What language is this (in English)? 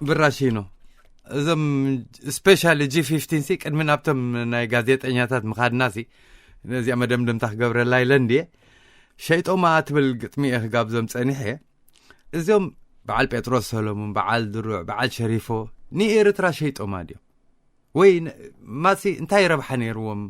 Tigrinya